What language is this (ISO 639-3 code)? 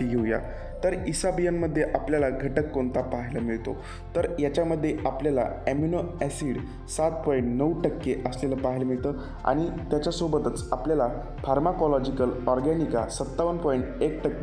mar